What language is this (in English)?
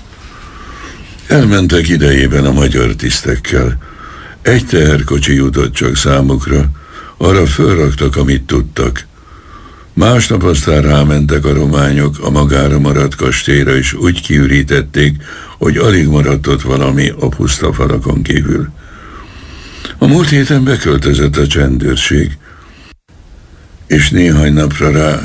Hungarian